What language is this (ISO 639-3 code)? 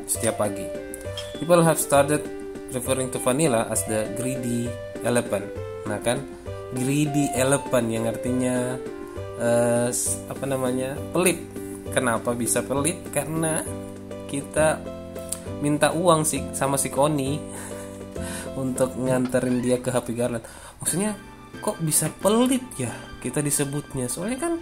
ind